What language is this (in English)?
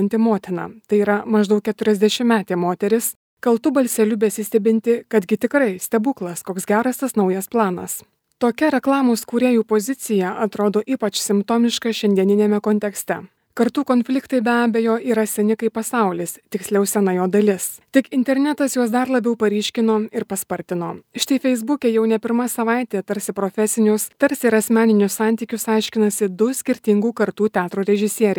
Lithuanian